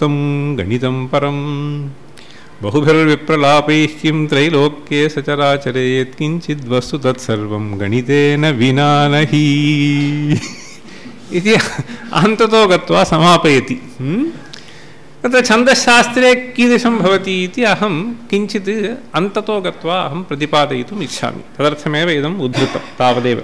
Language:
Sanskrit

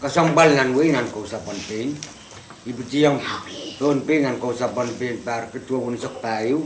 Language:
Pohnpeian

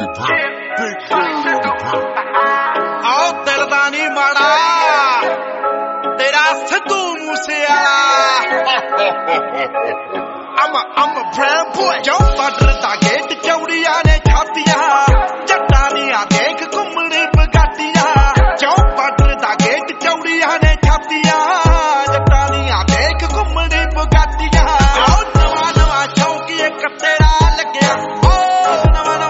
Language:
Punjabi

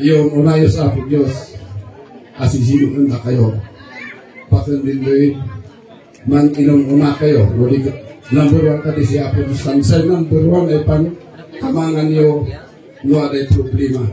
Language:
Kankanaey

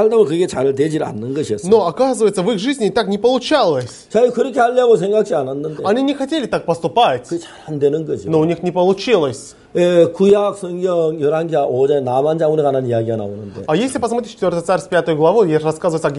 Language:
Korean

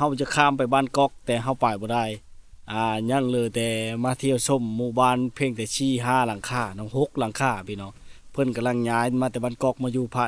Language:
Lao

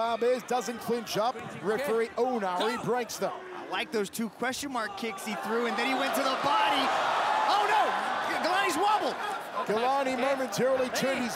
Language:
English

